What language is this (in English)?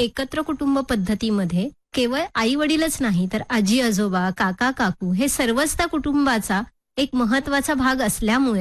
Marathi